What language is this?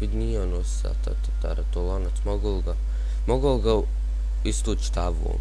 Bosnian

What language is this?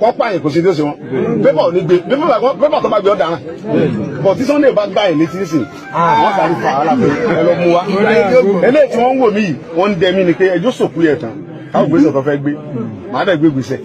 Yoruba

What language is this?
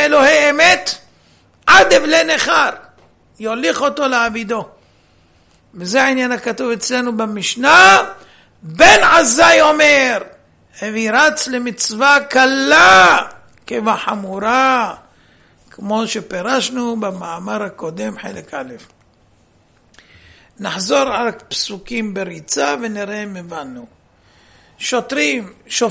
Hebrew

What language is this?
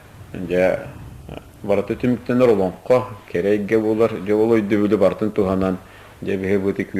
Yakut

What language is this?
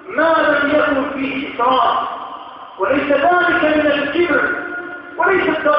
Arabic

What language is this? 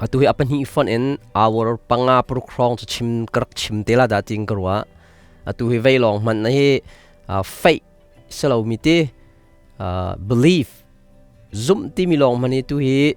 Hakha Chin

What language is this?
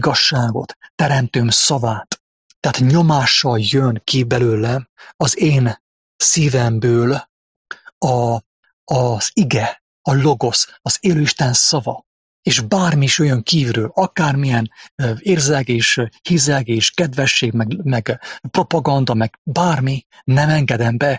Hungarian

